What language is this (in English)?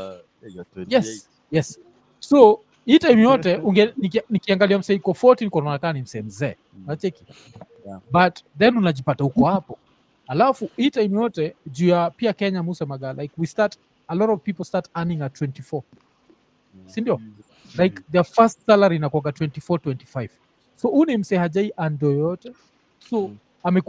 Swahili